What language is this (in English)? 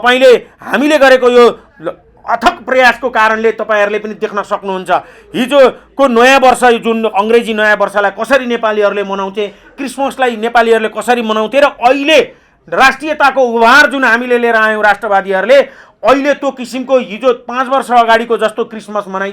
Nepali